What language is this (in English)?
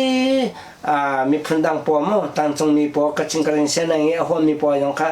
Hakha Chin